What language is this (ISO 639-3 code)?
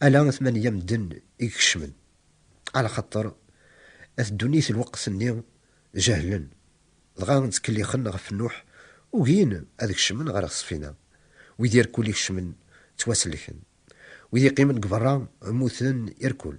kab